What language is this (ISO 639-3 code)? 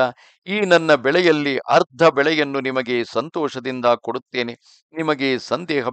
kan